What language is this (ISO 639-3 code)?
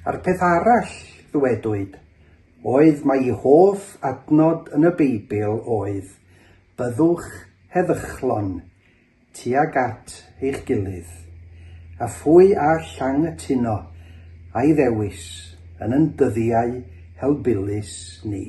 cym